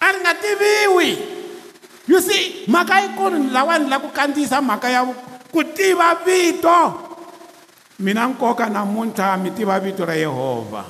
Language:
Tsonga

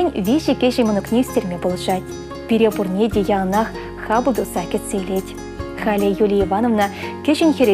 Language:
Chuvash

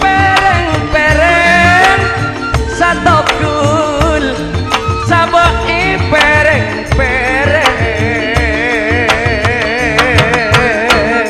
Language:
Madurese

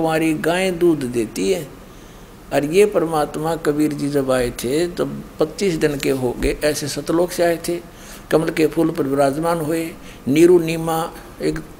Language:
Hindi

